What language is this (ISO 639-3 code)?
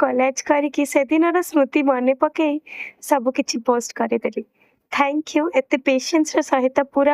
ori